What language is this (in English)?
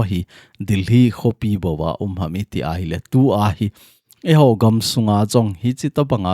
Thado Chin